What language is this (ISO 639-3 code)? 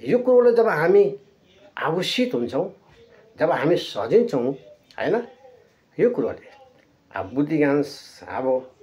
nep